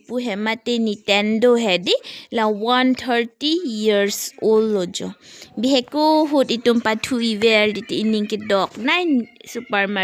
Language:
Karbi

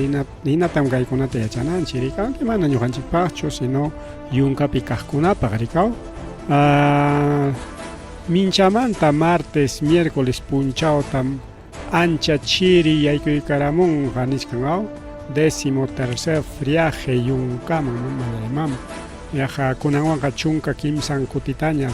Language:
Ayacucho Quechua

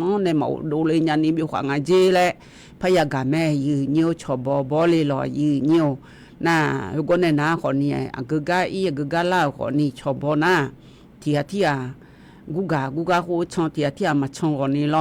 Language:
Akha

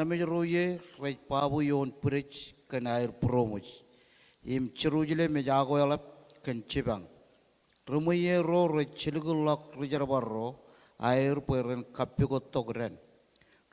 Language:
Marshallese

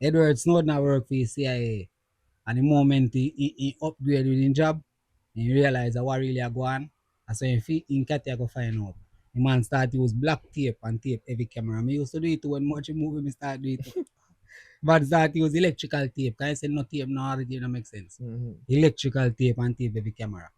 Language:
Jamaican Creole English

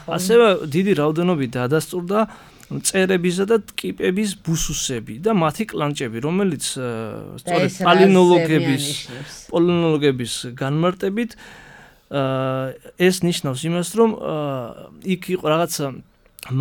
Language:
Georgian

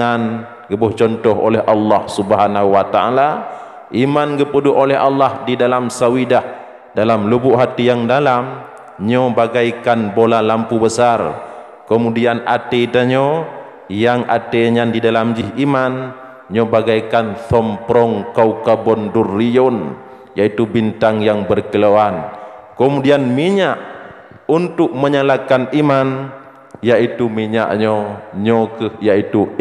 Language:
Achinese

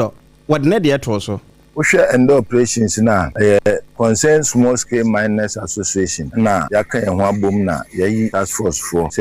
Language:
Akan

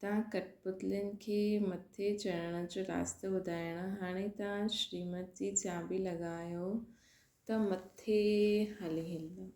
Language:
Sindhi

